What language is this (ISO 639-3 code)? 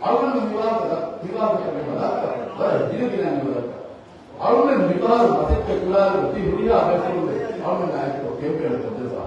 div